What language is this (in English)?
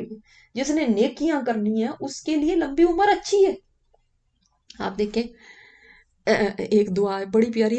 Urdu